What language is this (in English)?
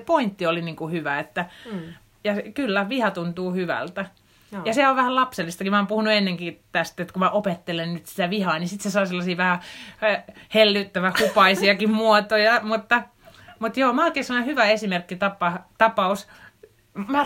Finnish